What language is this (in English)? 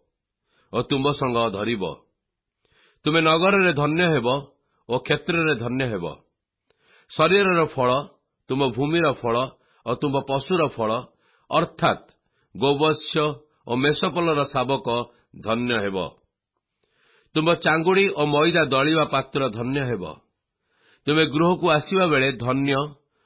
Odia